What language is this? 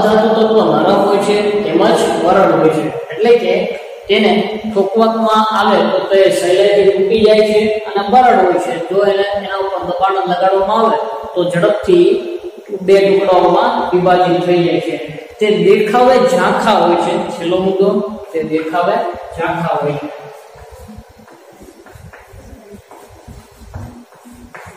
Gujarati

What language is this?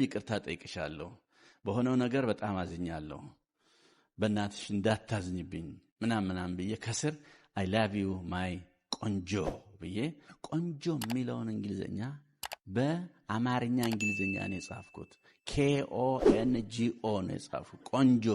Amharic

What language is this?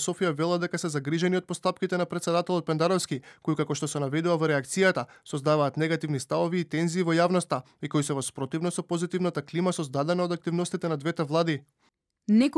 Macedonian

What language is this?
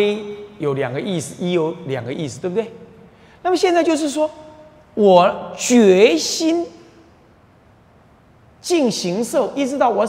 Chinese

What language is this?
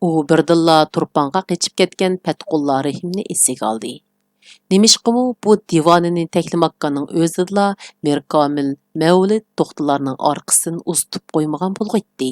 Uyghur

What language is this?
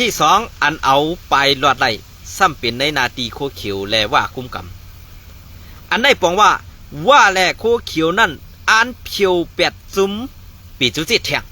Shan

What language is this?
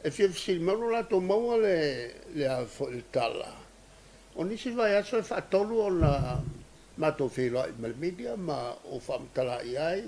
Samoan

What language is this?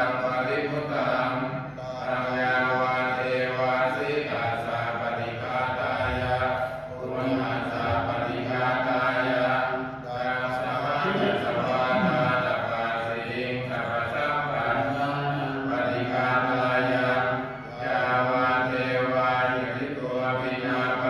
Pali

